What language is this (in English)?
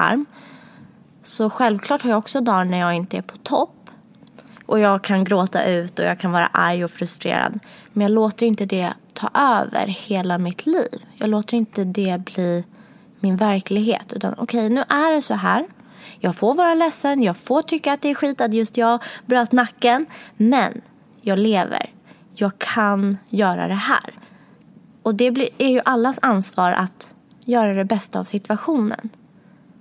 Swedish